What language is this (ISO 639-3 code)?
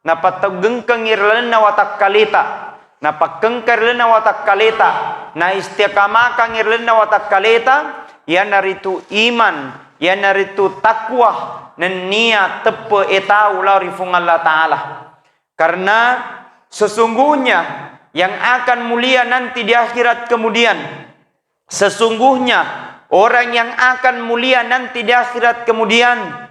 bug